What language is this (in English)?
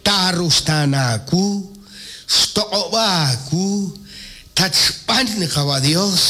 Kekchí